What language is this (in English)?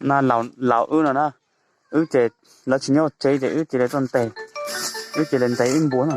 Hmong